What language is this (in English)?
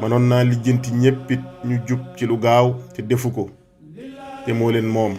Wolof